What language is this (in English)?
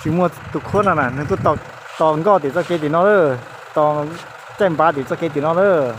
Hmong